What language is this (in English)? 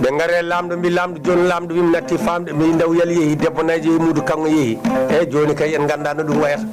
Fula